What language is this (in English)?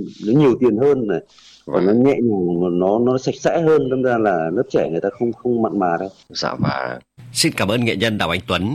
Vietnamese